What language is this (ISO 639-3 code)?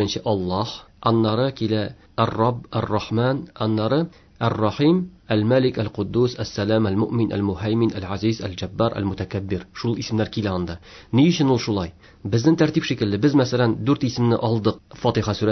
tat